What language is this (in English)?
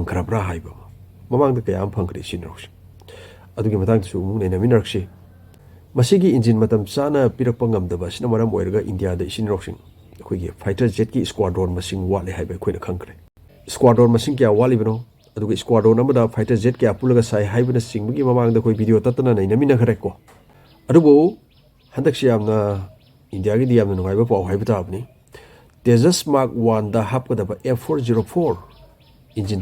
Manipuri